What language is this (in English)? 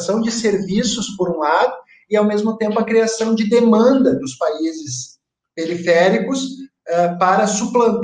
Portuguese